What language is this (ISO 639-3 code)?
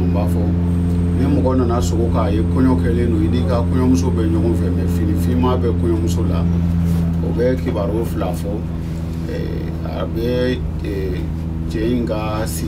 bam